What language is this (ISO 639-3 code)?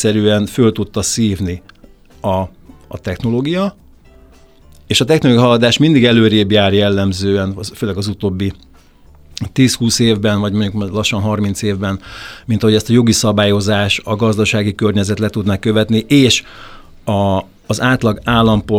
hun